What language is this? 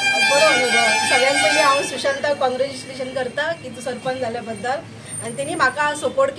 Konkani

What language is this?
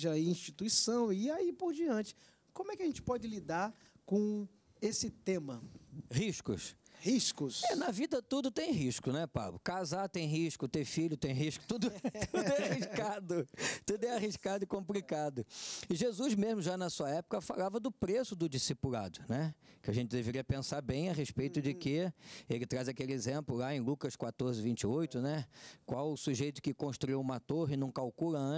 Portuguese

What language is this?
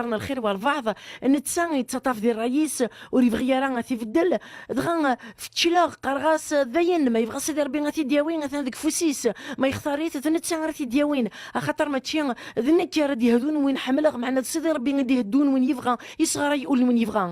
Kabyle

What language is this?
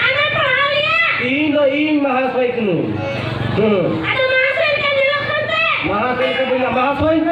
Santali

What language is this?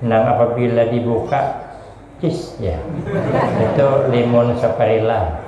Banjar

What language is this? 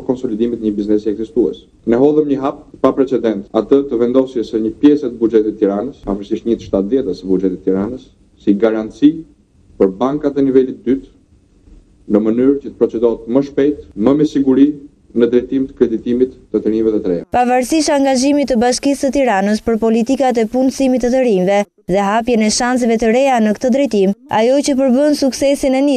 Albanian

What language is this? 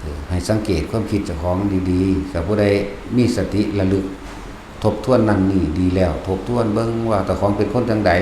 Lao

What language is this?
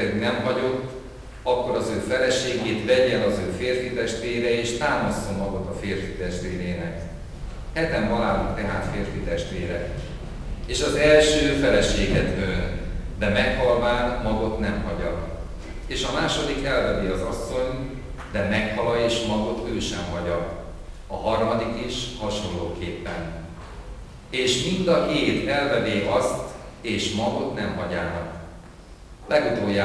Hungarian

